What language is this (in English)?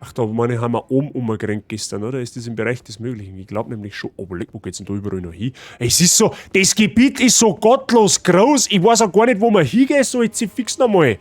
Bavarian